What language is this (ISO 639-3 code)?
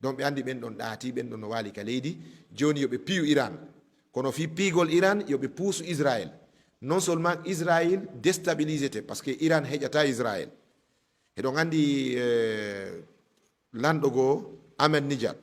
ful